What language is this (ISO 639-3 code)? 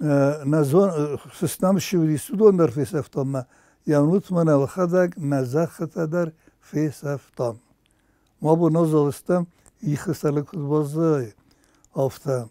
oss